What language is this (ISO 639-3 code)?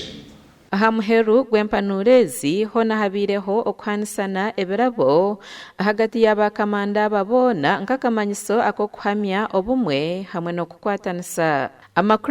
nyn